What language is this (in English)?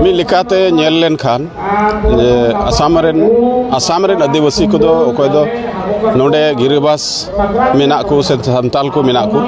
Santali